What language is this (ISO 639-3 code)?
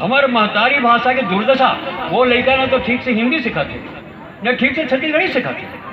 hne